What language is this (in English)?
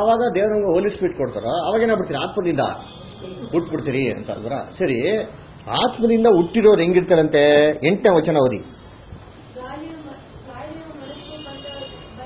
Kannada